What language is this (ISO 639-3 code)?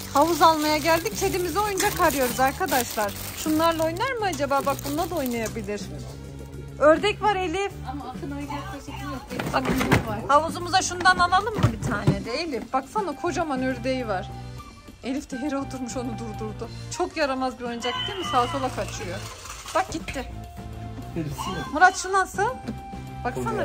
tur